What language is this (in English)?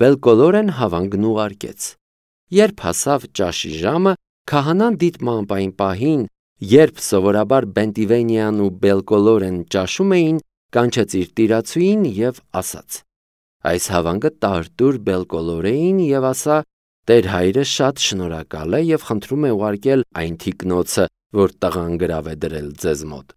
Armenian